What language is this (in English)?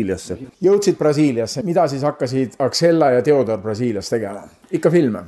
Estonian